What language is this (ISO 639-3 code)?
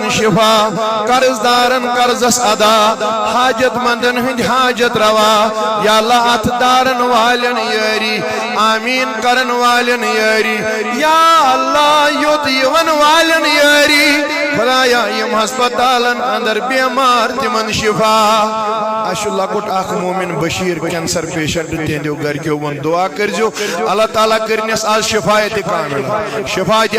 kas